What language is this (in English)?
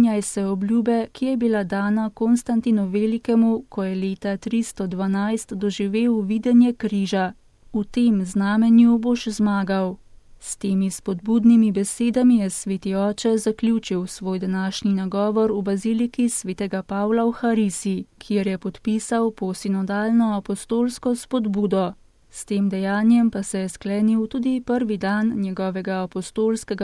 Slovenian